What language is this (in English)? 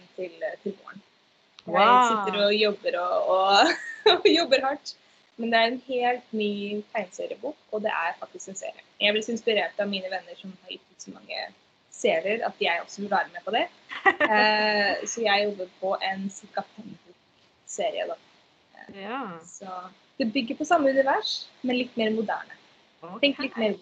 Norwegian